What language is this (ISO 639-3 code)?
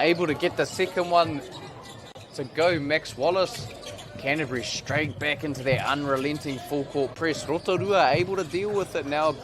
mri